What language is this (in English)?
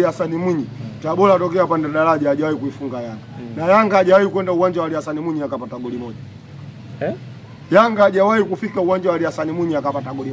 Swahili